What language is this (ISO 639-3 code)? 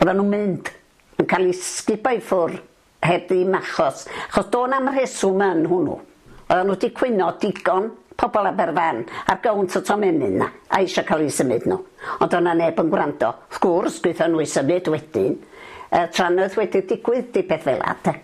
cym